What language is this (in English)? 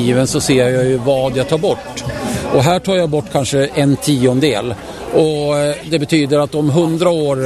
Swedish